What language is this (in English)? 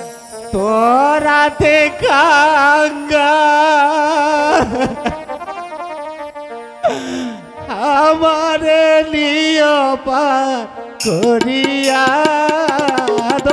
Bangla